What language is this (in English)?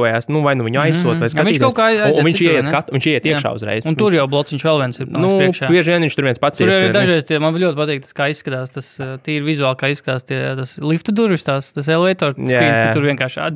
Latvian